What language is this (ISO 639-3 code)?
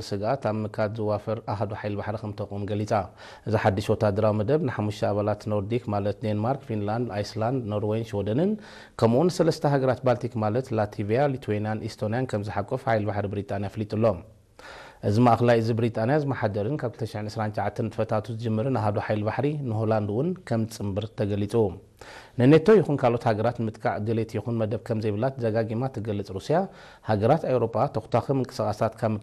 tir